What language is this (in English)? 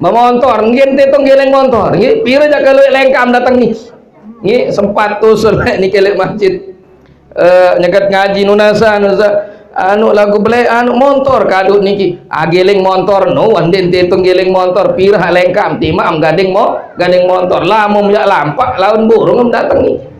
Sasak